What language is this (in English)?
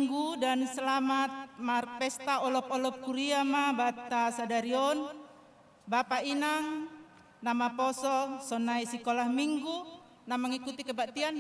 Batak Simalungun